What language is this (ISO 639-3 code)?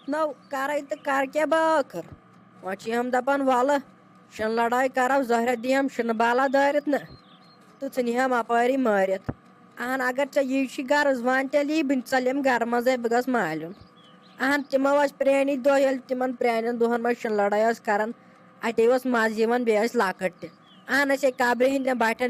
kas